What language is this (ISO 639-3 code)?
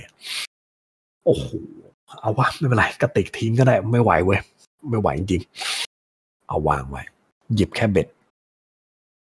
tha